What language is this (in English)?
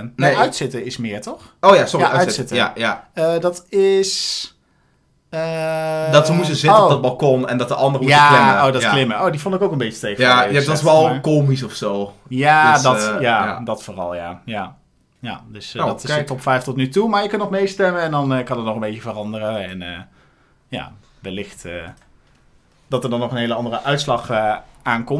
Dutch